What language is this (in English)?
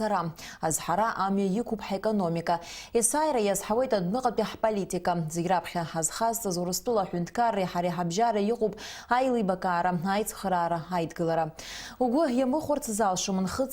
Abkhazian